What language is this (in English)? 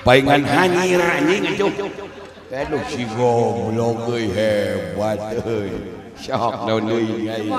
Sundanese